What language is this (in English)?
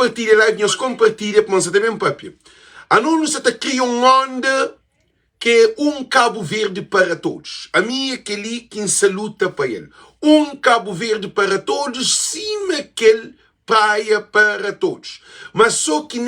Kabuverdianu